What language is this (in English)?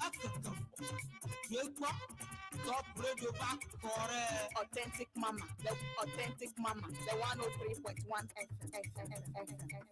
Ewe